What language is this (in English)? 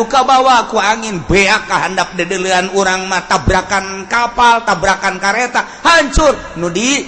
Sundanese